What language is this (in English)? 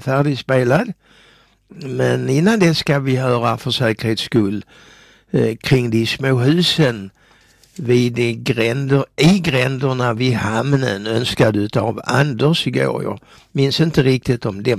Swedish